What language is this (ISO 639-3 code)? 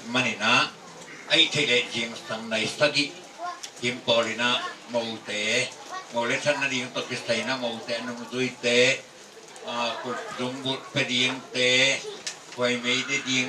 ctd